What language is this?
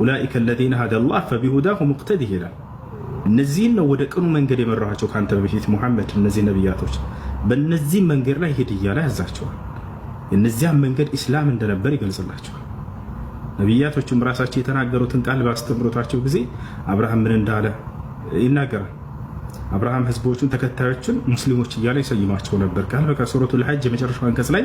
Amharic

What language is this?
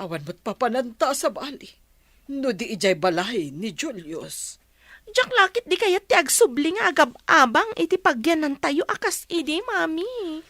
Iloko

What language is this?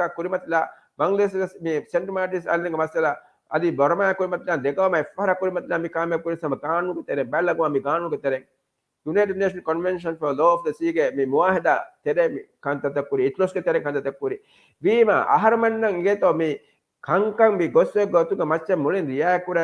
Divehi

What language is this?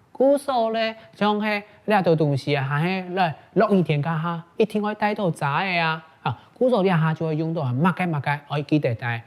Hakka Chinese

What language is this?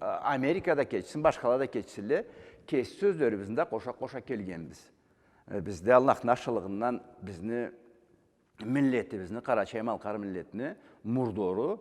Karachay-Balkar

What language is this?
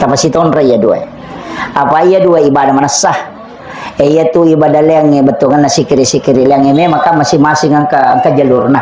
Buginese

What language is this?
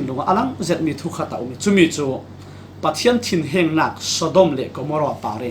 Falam Chin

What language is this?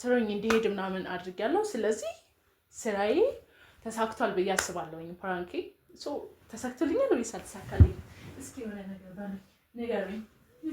Amharic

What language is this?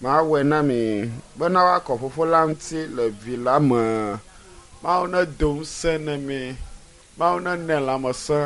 Ewe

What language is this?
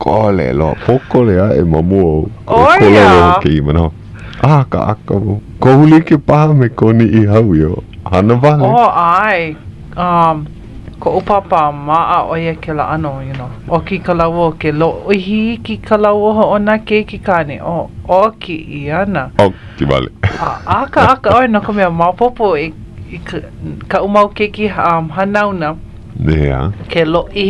Hawaiian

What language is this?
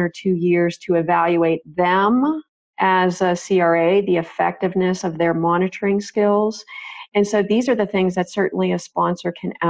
English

